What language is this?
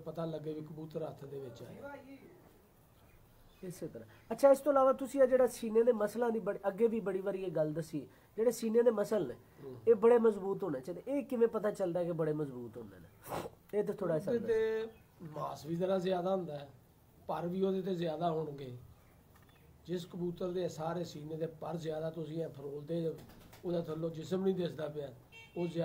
Punjabi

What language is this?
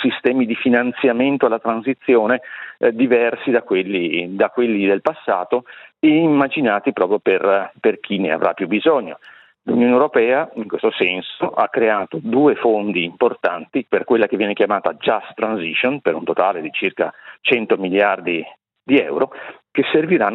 Italian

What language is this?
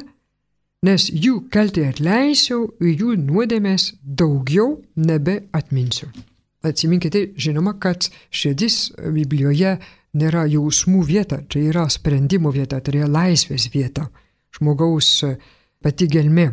Lithuanian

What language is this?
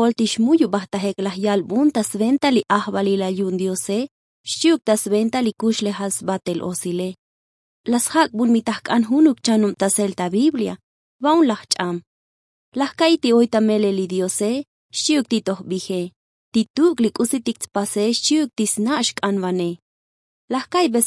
Tzotzil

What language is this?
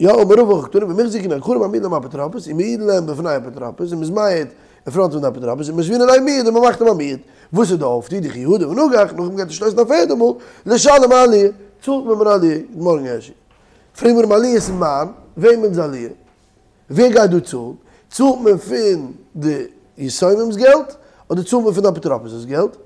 Yiddish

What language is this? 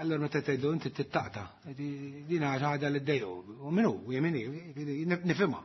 Maltese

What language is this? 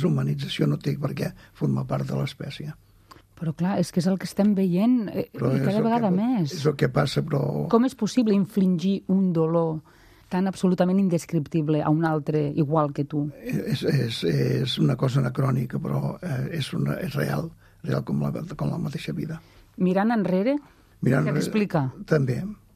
Catalan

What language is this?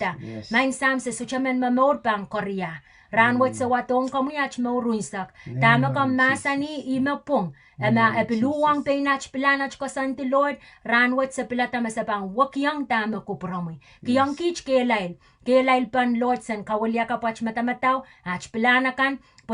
Pohnpeian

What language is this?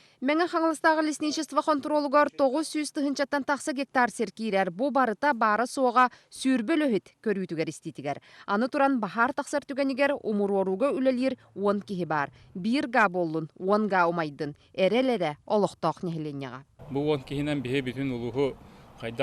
Yakut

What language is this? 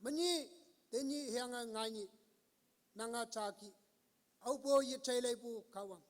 Konyak Naga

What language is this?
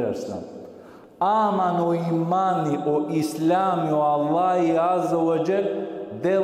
Balkan Romani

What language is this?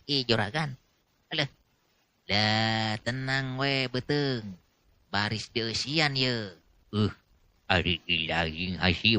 Sundanese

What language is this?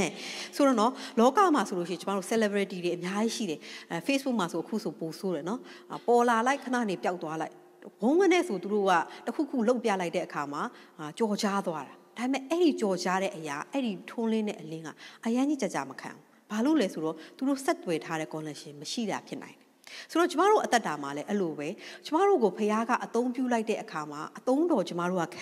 Burmese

